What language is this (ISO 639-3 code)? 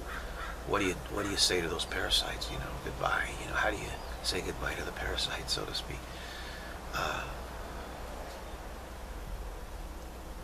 eng